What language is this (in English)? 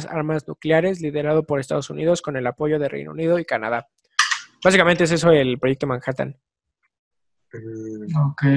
Spanish